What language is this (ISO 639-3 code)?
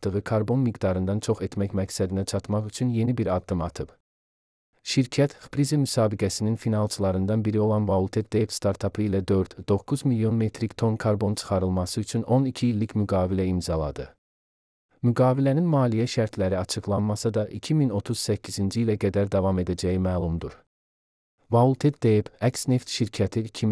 aze